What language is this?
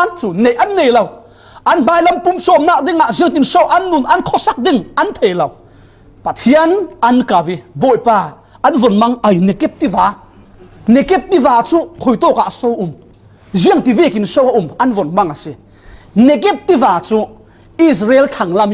Falam Chin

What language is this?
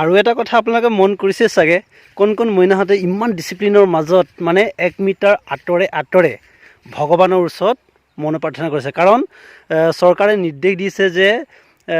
Assamese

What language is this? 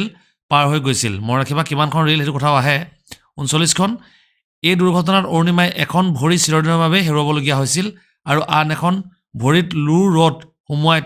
Assamese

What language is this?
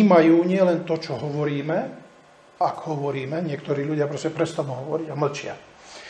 Slovak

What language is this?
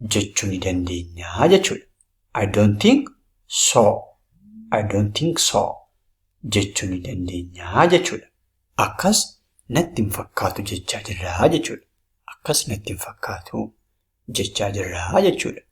Oromo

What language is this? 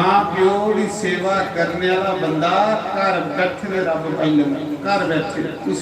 Dogri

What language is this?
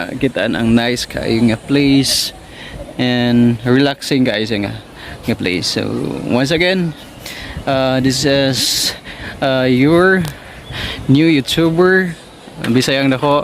Cebuano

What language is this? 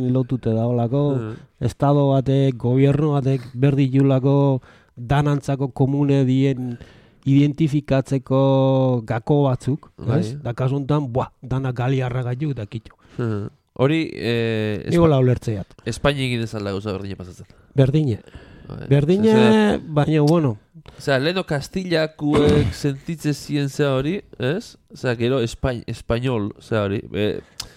Basque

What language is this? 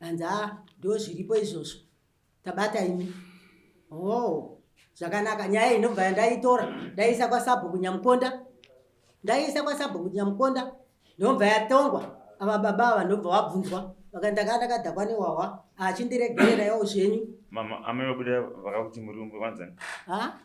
Shona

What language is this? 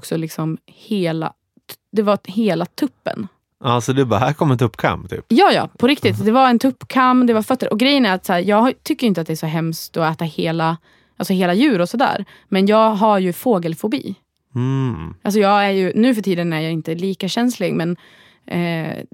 Swedish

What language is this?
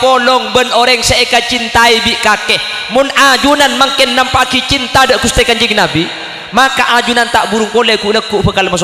Madurese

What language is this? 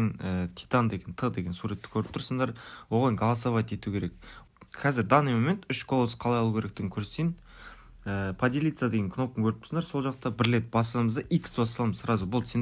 Kara-Kalpak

